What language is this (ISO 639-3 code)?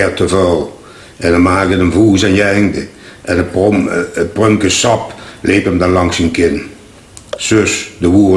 lim